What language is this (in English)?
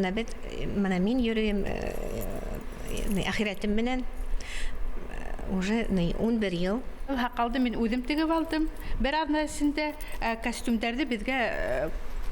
Bashkir